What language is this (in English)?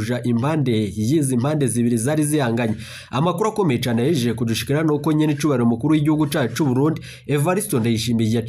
Rundi